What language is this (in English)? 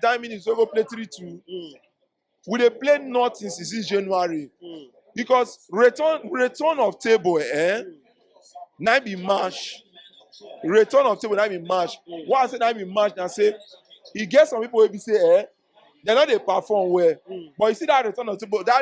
Nigerian Pidgin